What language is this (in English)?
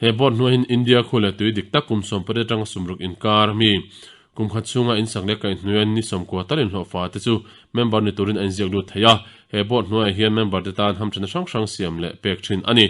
Mizo